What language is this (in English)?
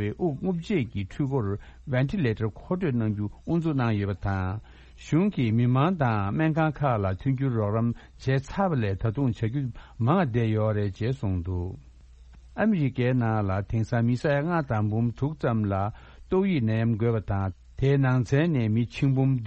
Tibetan